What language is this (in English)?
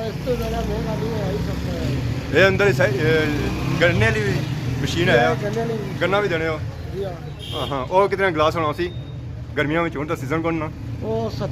Pahari-Potwari